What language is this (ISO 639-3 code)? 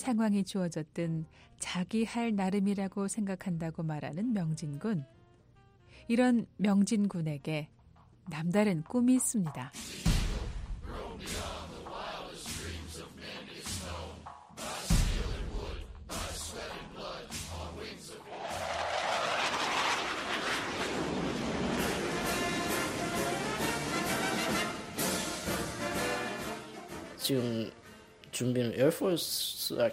kor